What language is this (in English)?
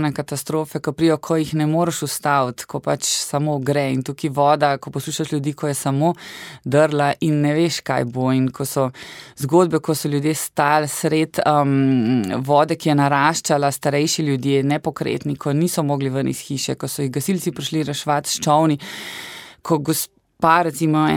Slovenian